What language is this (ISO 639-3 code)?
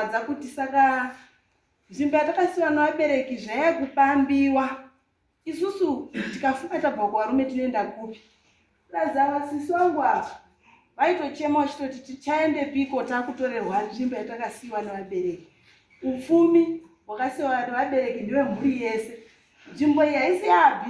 sna